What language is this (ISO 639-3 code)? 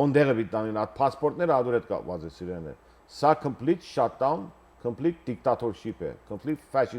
hyw